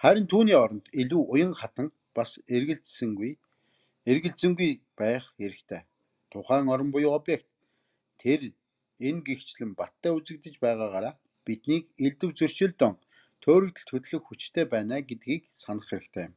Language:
Mongolian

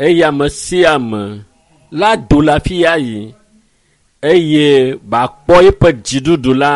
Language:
Ewe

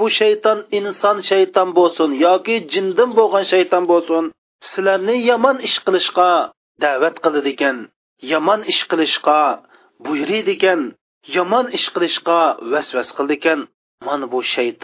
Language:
Uyghur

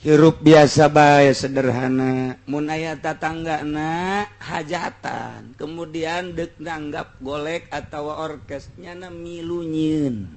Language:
Sundanese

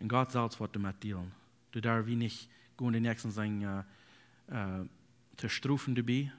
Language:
Plautdietsch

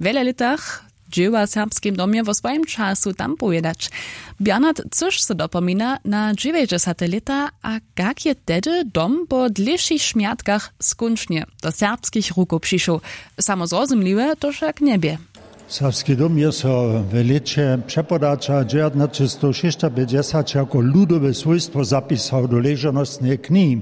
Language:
Upper Sorbian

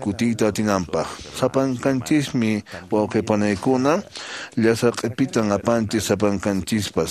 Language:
Quechua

